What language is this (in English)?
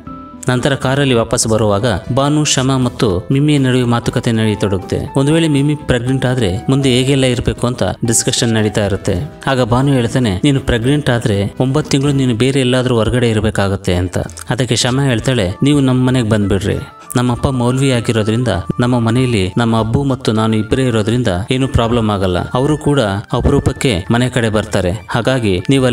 Kannada